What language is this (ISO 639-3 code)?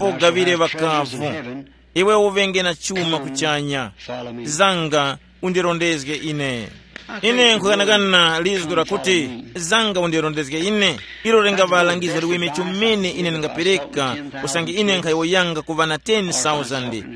tum